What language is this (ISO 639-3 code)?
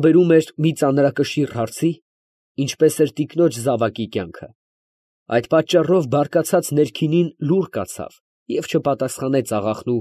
hye